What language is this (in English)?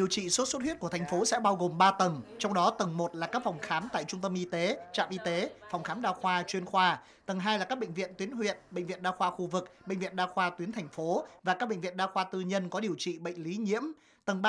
Vietnamese